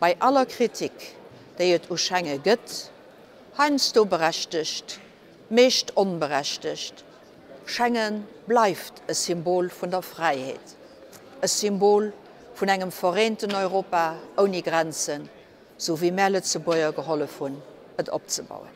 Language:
Luxembourgish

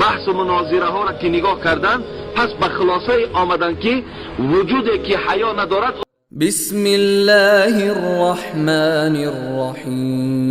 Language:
Tajik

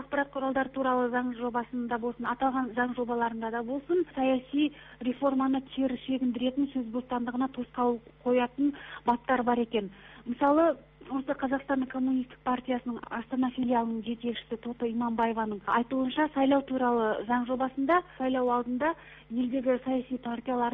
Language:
Kazakh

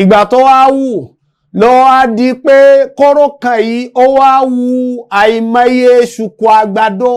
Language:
Yoruba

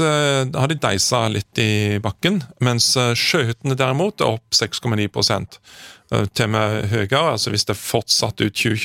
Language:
Norwegian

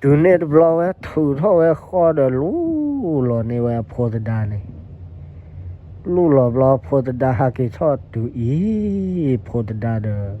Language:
S'gaw Karen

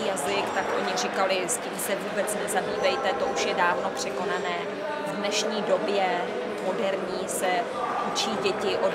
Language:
Czech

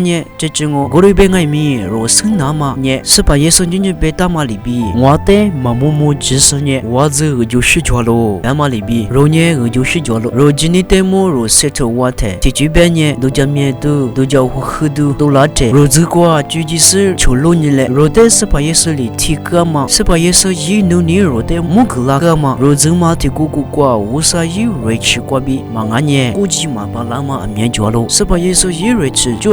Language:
Lisu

